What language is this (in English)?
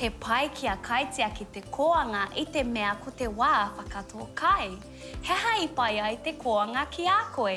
Māori